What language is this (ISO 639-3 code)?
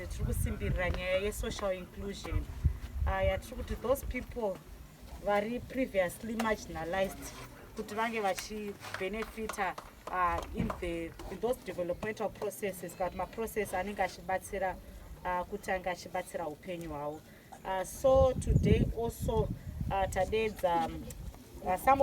sna